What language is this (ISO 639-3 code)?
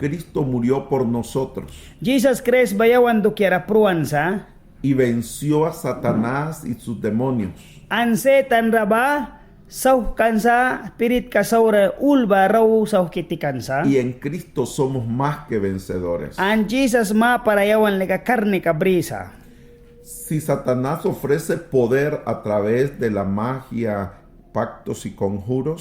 miq